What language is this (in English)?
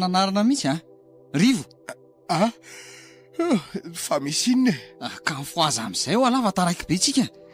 Malagasy